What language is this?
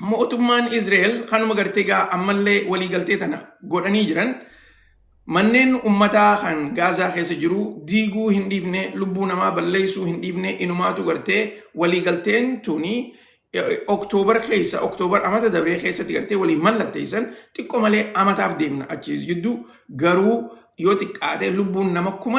Oromo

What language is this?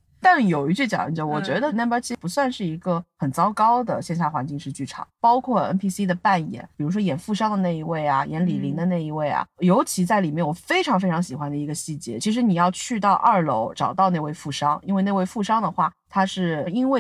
Chinese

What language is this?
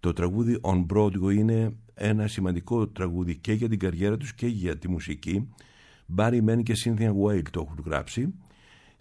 Greek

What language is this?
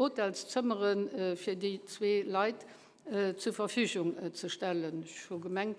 Luxembourgish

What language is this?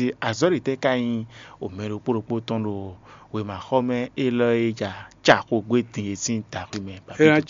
Fon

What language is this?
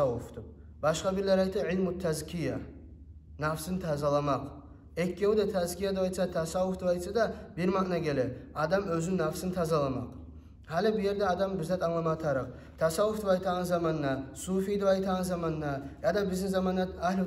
Kumyk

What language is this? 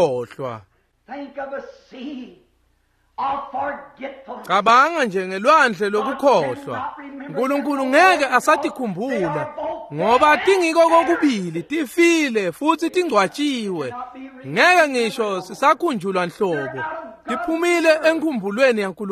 Swati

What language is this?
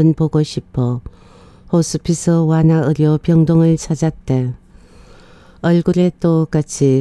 Korean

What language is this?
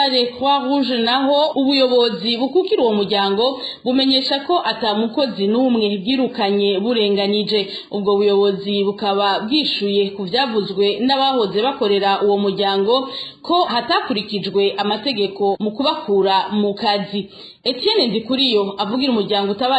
Rundi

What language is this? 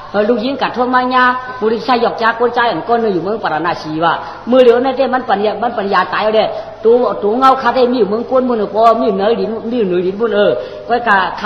Shan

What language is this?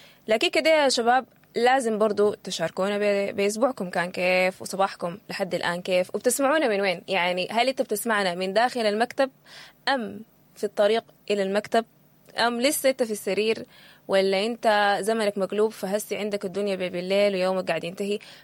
Sudanese Arabic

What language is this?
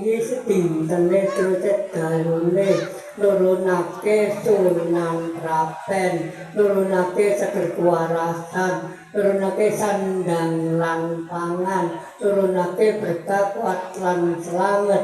Javanese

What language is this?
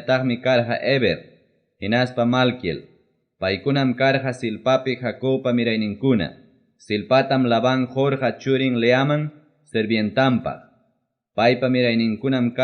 Ayacucho Quechua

